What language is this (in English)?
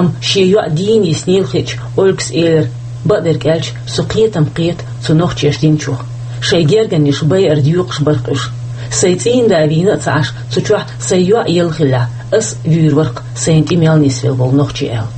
Chechen